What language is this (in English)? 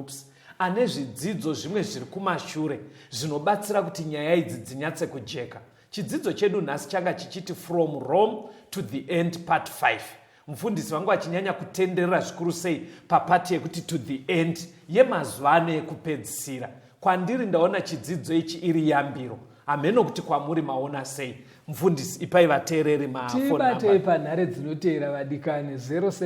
Shona